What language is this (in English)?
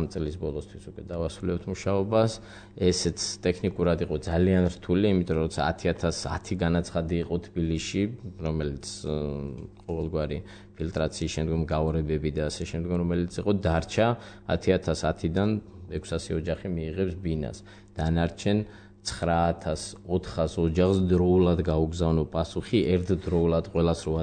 Georgian